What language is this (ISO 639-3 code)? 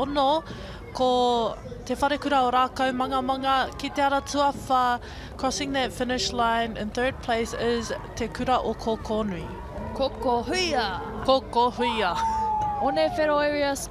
mri